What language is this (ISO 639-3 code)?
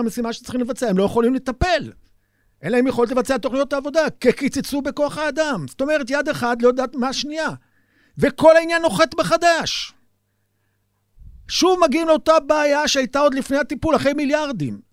heb